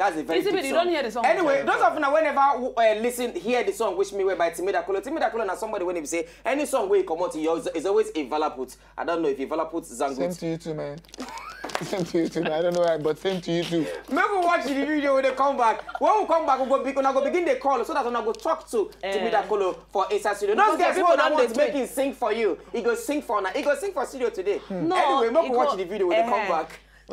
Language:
Nigerian Pidgin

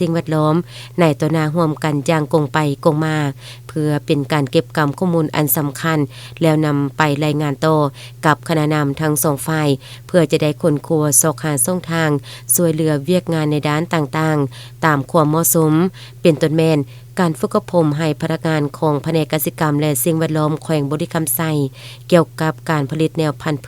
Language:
Lao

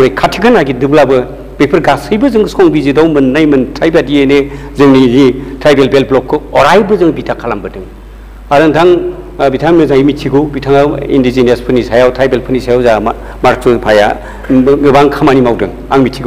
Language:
Bodo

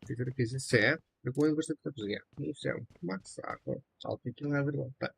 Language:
Kara-Kalpak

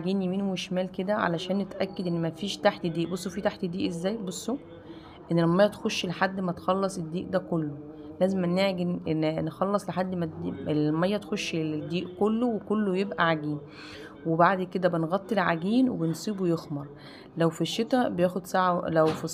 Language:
Egyptian Arabic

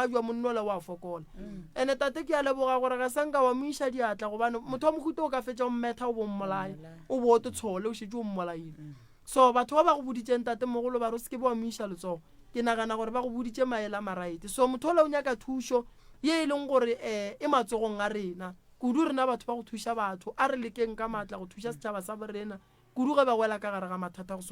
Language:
Northern Sotho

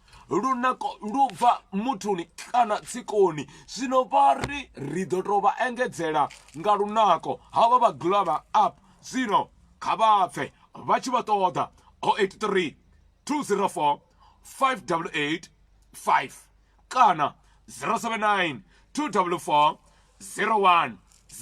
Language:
Venda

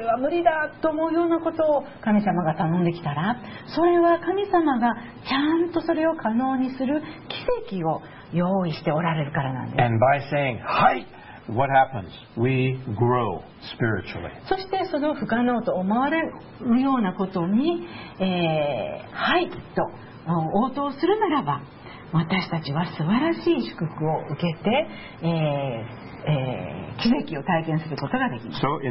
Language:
Japanese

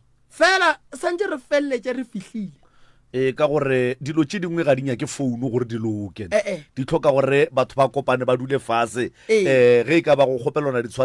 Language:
Northern Sotho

